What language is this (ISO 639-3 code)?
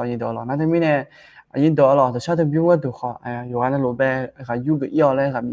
ahk